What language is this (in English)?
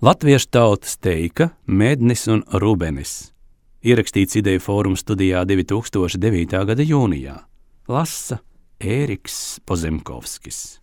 Latvian